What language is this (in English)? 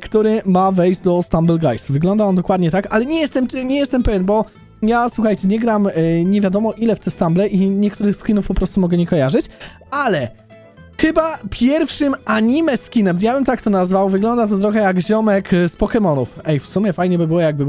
Polish